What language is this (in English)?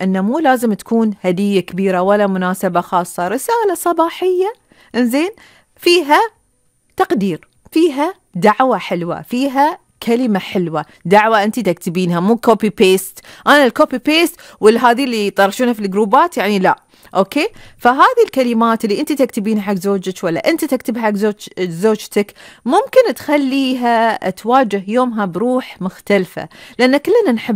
Gulf Arabic